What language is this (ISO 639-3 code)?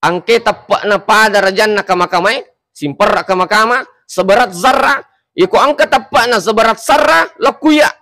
bug